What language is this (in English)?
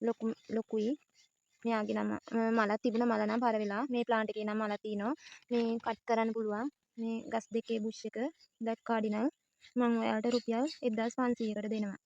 Sinhala